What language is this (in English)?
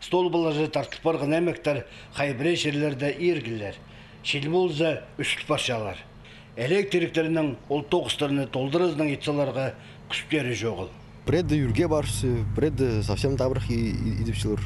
Khakas